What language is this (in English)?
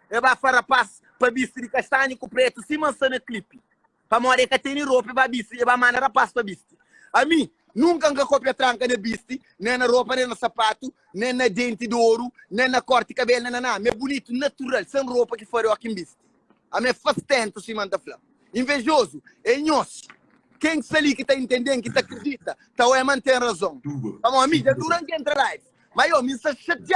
Kabuverdianu